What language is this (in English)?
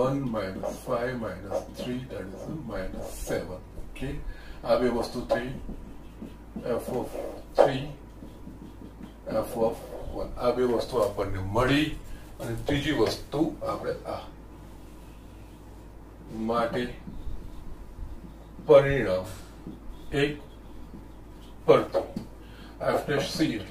Gujarati